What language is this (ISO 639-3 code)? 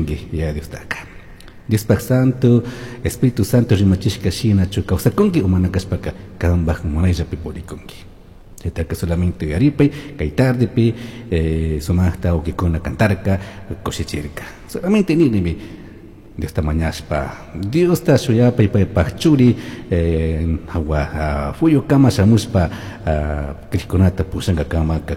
qug